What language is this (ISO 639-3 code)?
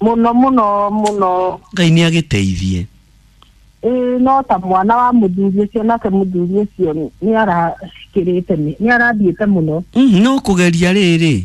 kik